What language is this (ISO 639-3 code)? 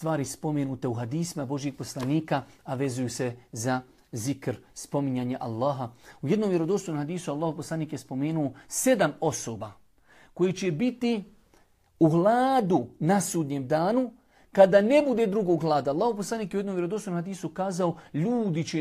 bos